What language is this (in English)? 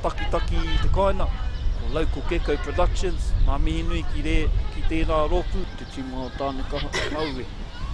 Māori